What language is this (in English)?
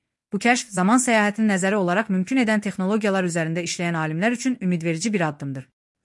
Azerbaijani